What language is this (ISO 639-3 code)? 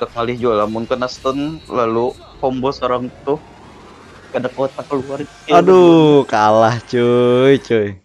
bjn